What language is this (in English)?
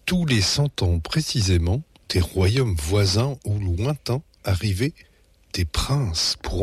French